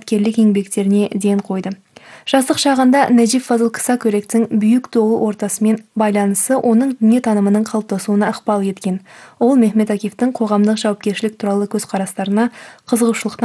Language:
Kazakh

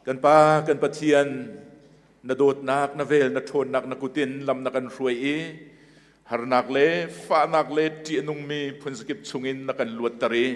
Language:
Hakha Chin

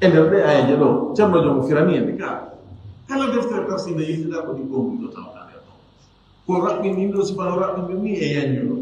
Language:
Fula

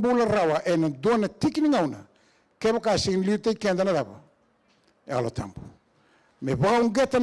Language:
Fijian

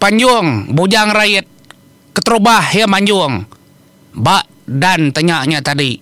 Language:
Iban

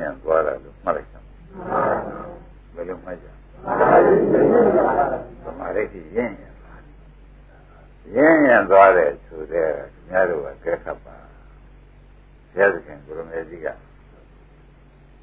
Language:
Burmese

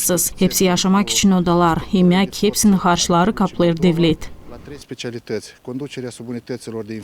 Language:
Gagauz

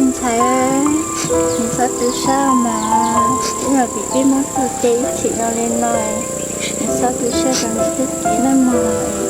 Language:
Hmong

